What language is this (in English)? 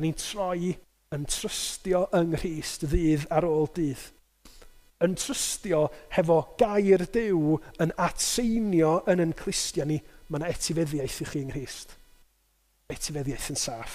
Welsh